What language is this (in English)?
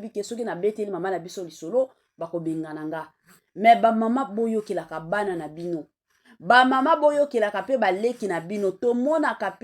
Lingala